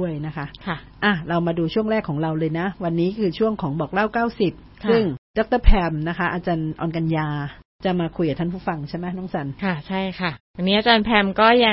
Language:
Thai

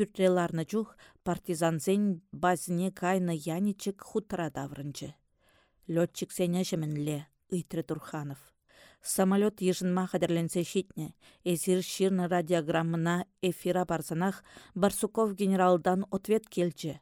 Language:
Chuvash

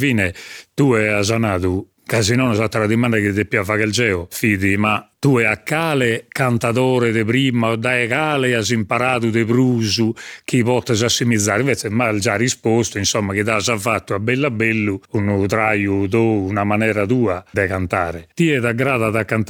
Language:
Sardinian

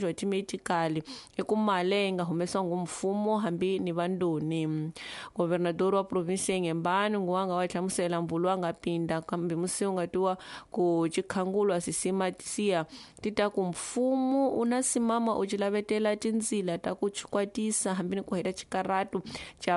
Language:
Tsonga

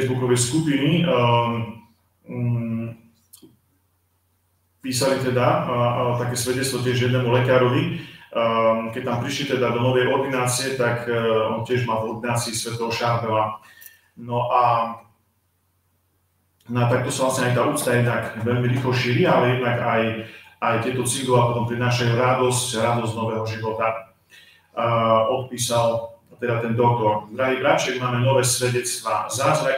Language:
Slovak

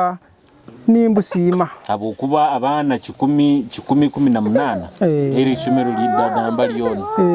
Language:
Nyoro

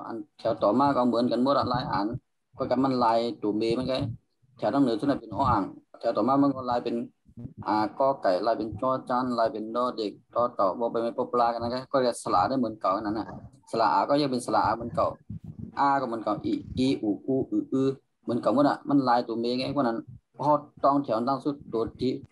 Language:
Shan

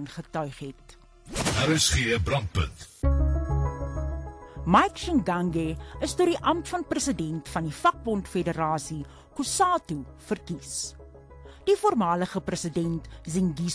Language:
Afrikaans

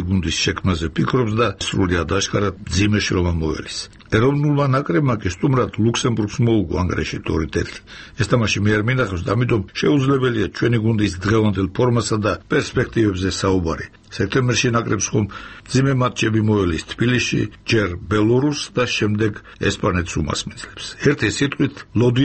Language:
Georgian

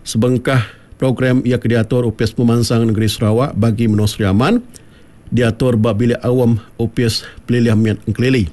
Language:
Iban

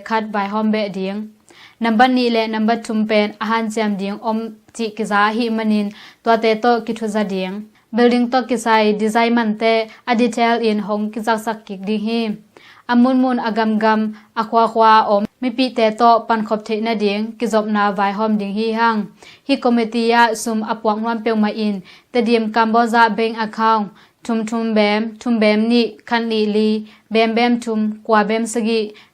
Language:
Tedim Chin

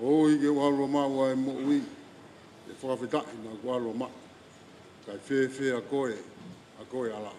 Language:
Tongan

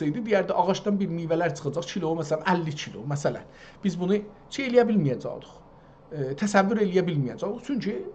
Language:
South Azerbaijani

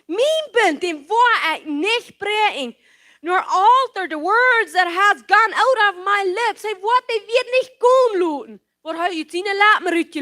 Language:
Plautdietsch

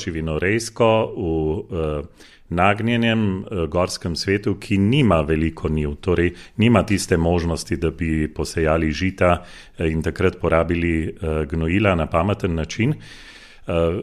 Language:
Slovenian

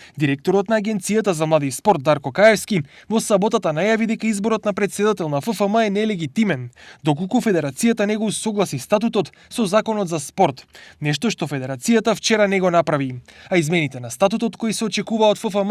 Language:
Macedonian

